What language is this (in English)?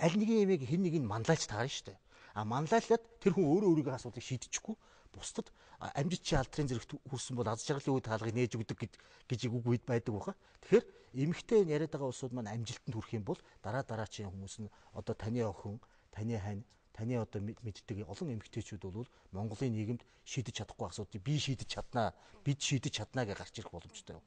Mongolian